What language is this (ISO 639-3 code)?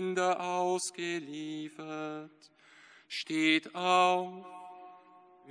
deu